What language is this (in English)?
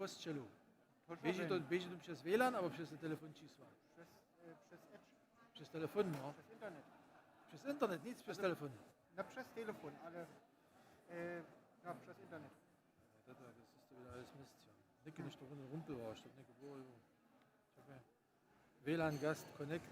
Upper Sorbian